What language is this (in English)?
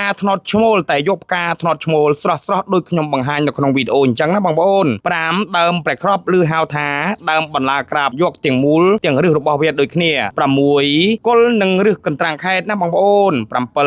Khmer